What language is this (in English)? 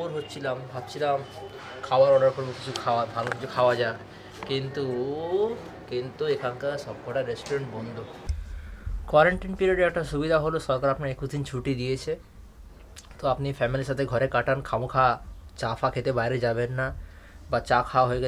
Bangla